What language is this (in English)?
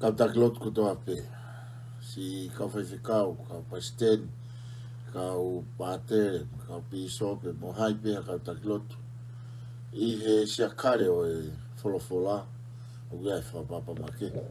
Tongan